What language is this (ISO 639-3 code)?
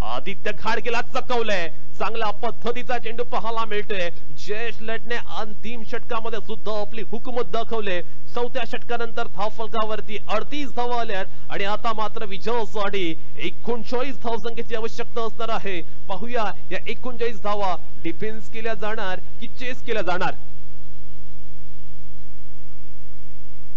mar